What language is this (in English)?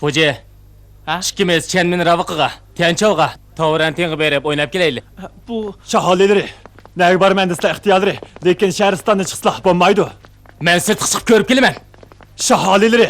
Uyghur